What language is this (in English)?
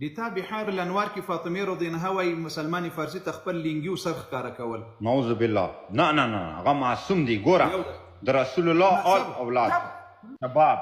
Pashto